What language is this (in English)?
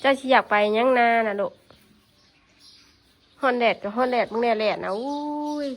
Northeastern Thai